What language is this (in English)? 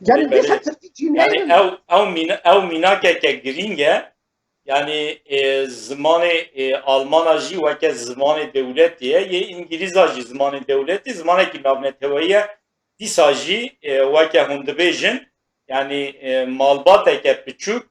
Kurdish